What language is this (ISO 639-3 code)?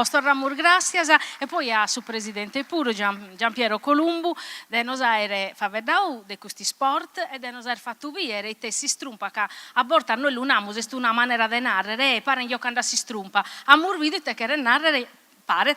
srd